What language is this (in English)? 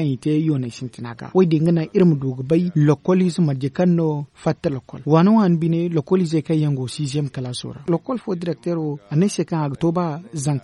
Zarma